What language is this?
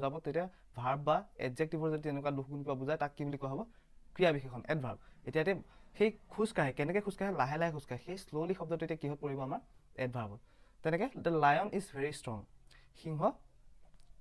Assamese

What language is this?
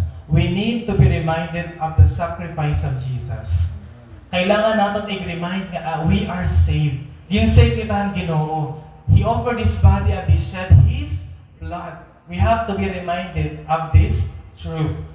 Waray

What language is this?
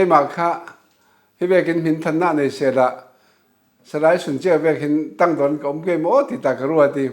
Falam Chin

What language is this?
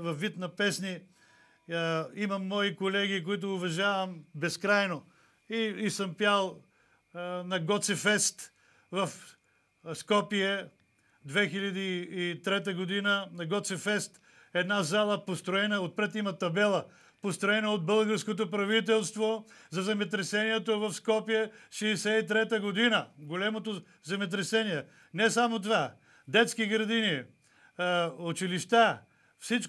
Bulgarian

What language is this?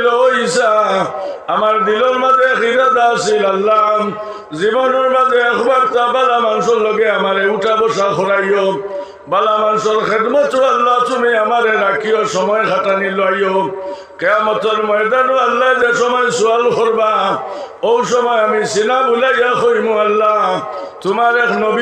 Sylheti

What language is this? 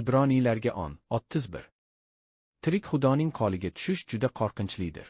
Uzbek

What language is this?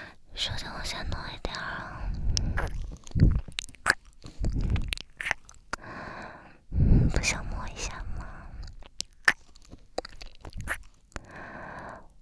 Chinese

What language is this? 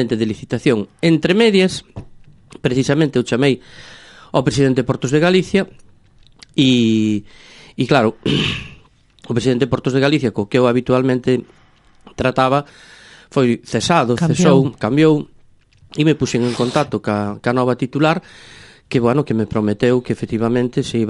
Galician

